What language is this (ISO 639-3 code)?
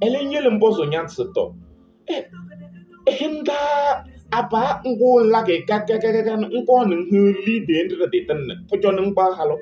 kbp